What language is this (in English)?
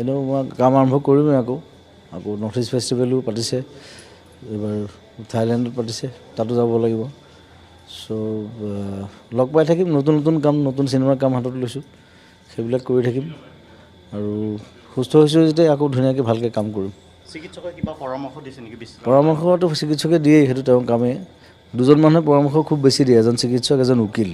Assamese